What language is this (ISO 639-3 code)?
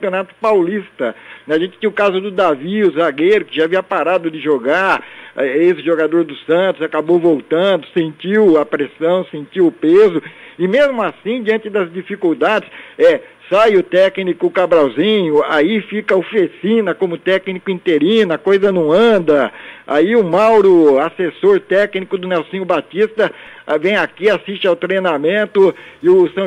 por